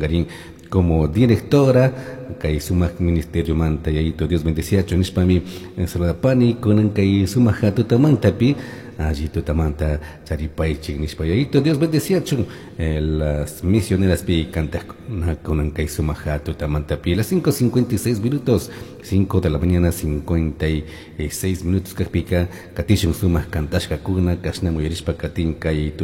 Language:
Chimborazo Highland Quichua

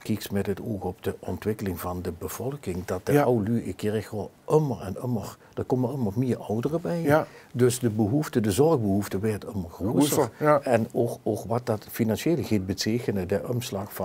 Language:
Limburgish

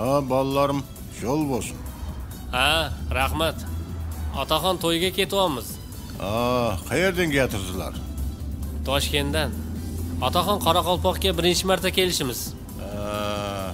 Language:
Kara-Kalpak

